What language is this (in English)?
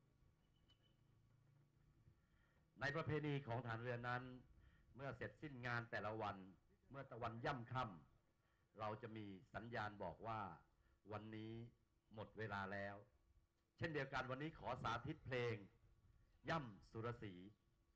Thai